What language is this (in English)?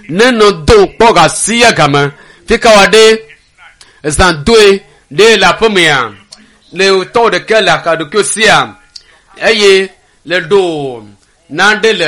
Ewe